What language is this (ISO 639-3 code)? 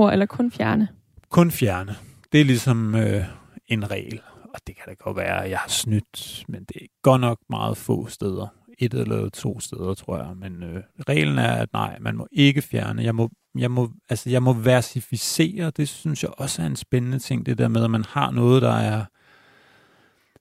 dan